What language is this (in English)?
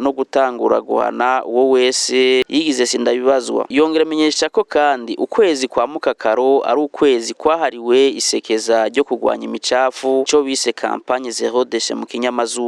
Rundi